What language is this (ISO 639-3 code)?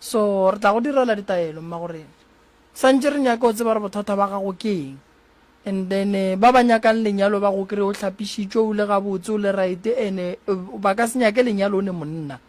nso